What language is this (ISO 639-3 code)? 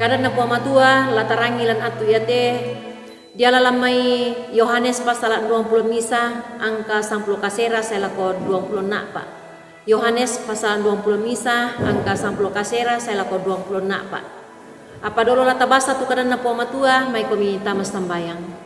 sda